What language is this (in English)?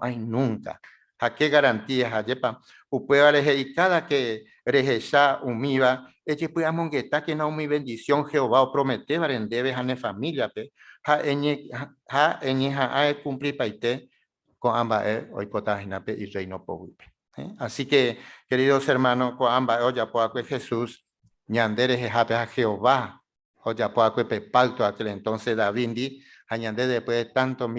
Guarani